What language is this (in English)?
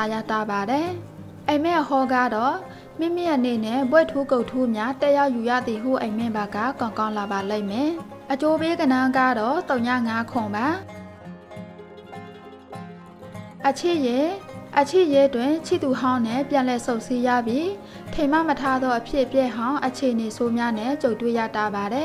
Burmese